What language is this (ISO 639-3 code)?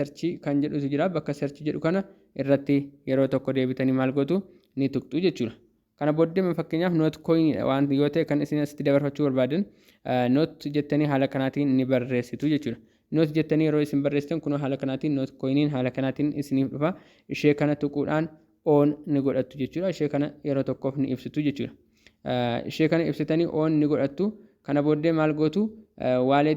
orm